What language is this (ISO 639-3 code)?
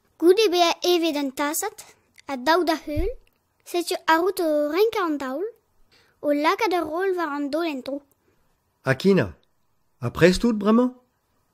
bre